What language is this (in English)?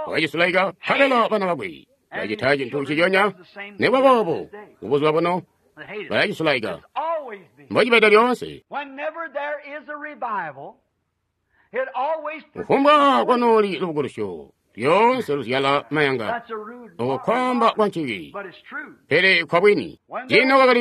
Tonga (Zambia)